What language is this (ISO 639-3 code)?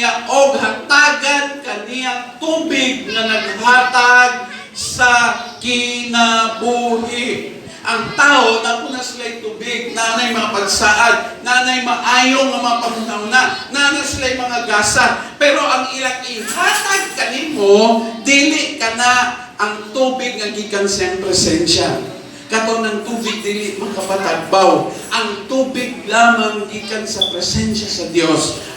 ceb